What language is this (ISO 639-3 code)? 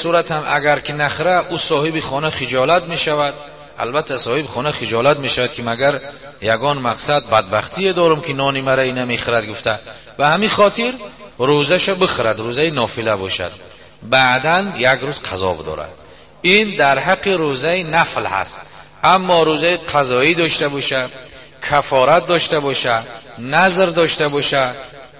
tgk